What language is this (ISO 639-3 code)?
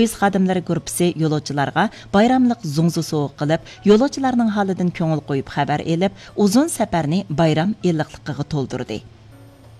uig